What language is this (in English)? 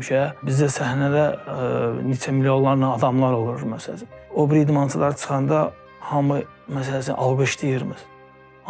Azerbaijani